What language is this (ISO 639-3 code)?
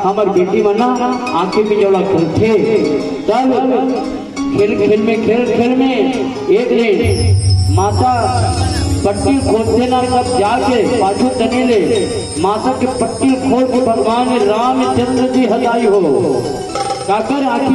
hne